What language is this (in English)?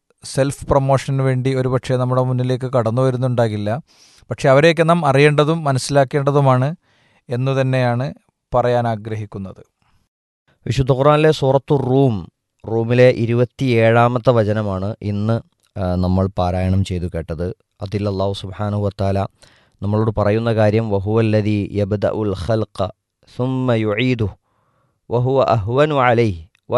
Malayalam